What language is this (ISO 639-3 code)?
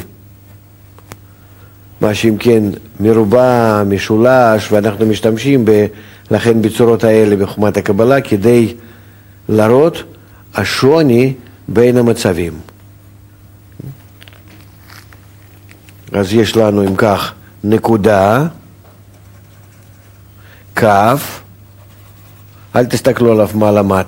heb